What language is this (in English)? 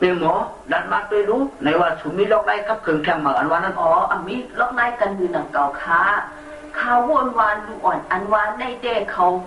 Shan